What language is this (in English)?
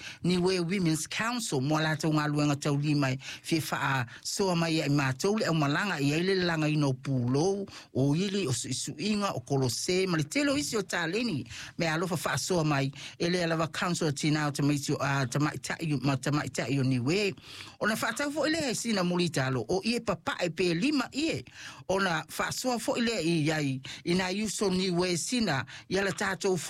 Samoan